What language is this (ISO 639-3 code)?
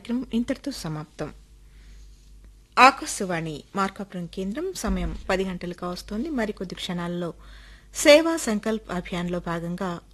tel